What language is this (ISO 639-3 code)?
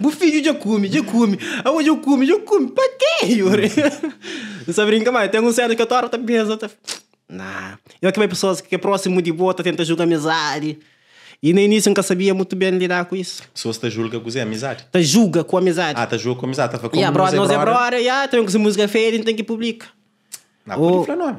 kea